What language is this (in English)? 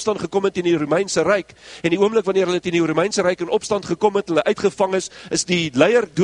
Afrikaans